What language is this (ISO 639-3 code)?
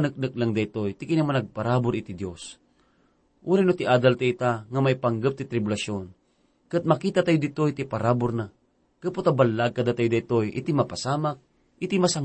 ilo